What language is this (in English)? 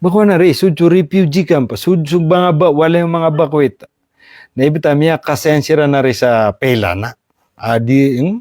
Maranao